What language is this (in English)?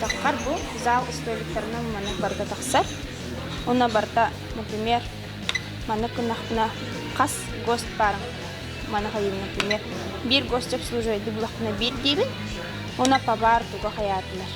Yakut